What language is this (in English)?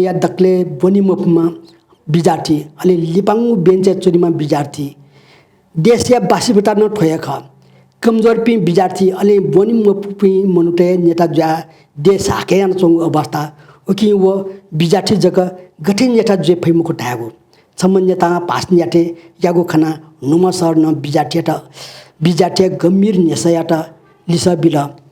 Newari